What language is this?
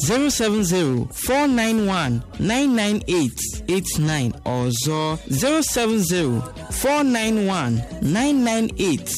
Igbo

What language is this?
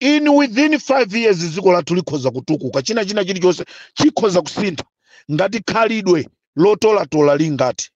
Nyanja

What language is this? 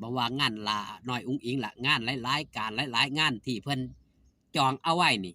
Northeastern Thai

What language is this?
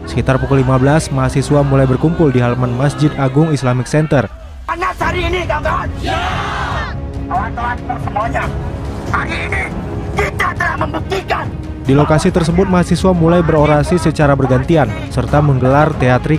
Indonesian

